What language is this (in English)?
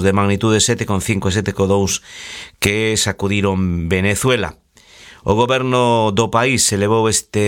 Galician